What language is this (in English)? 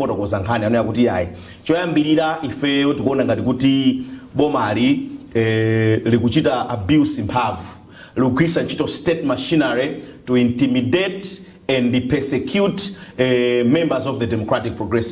Nyanja